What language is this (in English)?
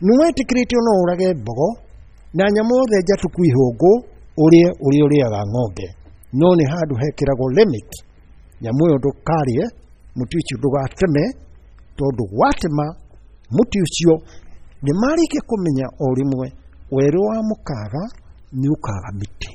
Kikuyu